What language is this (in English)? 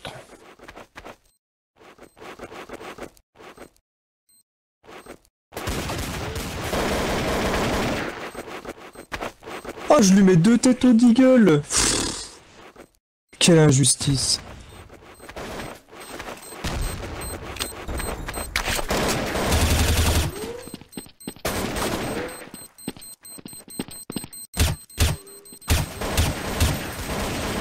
French